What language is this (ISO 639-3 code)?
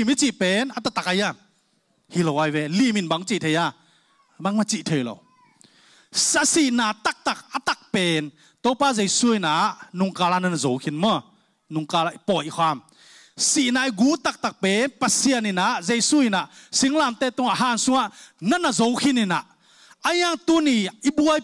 ctd